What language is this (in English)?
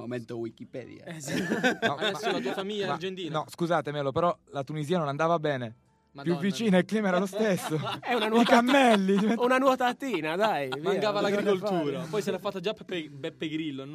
Italian